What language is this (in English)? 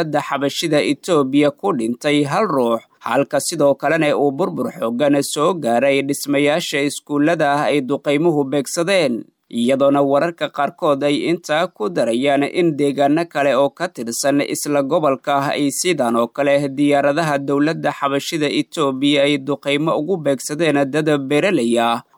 Somali